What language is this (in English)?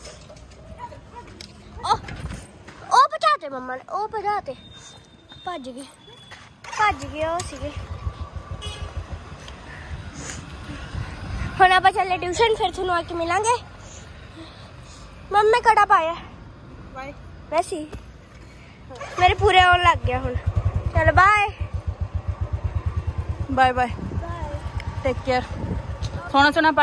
Punjabi